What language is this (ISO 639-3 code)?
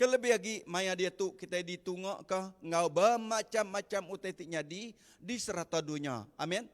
iba